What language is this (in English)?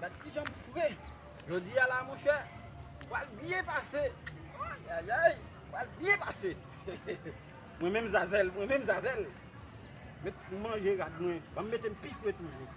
Haitian Creole